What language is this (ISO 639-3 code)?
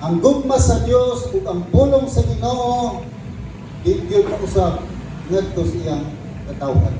ceb